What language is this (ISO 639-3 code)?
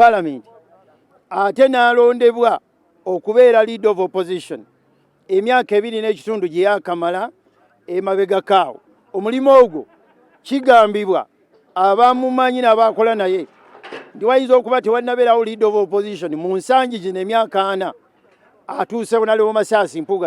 lug